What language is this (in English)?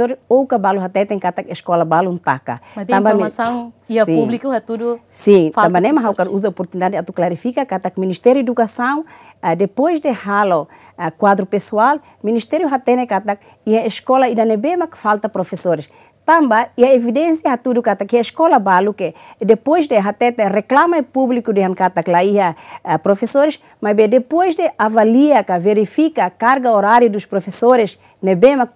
Tetum